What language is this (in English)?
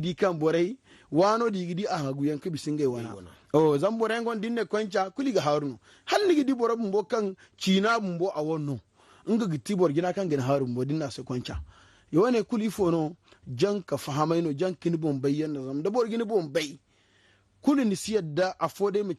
Zarma